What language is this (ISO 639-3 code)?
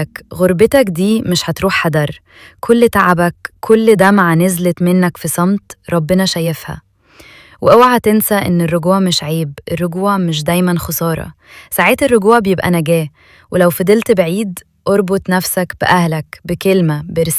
arz